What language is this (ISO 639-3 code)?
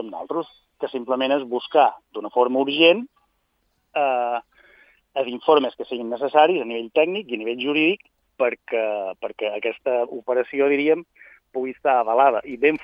cat